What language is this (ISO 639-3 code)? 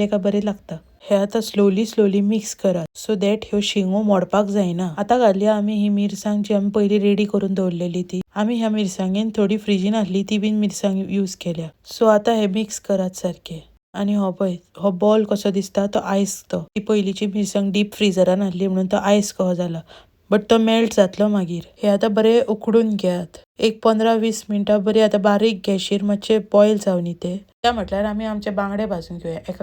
kok